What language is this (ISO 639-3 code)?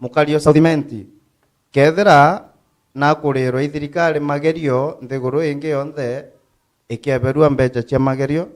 mer